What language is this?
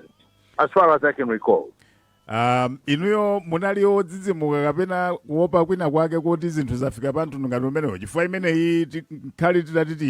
Nyanja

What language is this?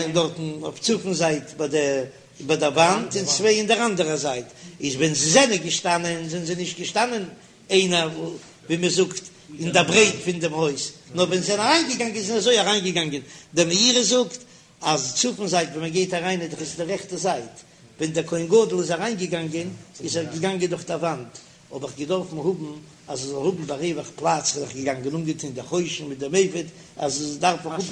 Yiddish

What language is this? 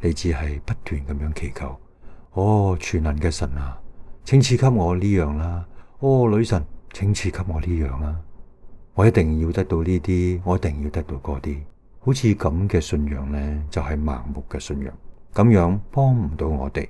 Cantonese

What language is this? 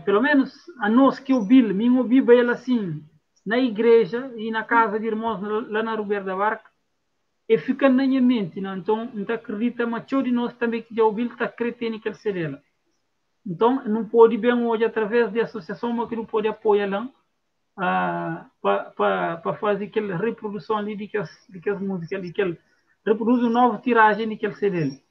Kabuverdianu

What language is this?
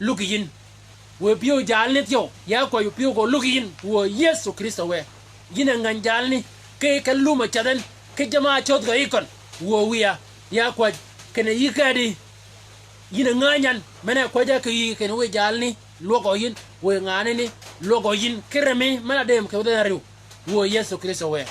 Shilluk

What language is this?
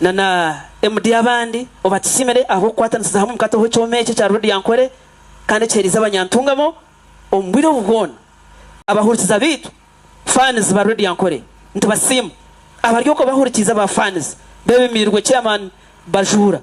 Nyankole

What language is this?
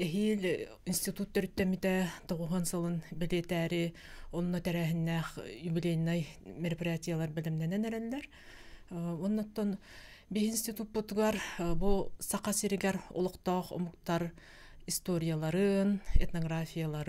Yakut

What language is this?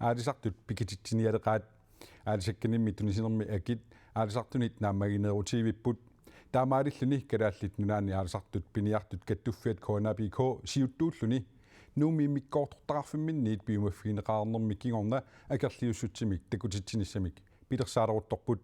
Kalaallisut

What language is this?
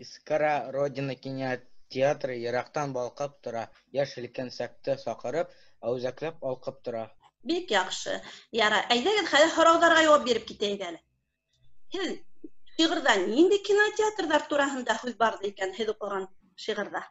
Bashkir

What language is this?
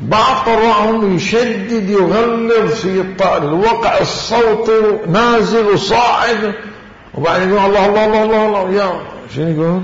Mesopotamian Arabic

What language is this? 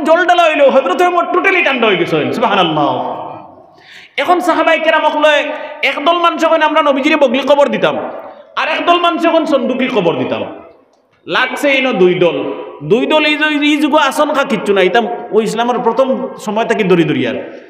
Sylheti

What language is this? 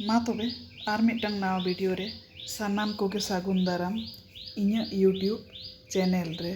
Santali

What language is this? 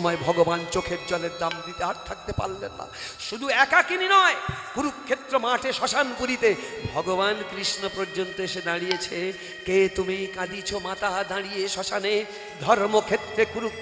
Bangla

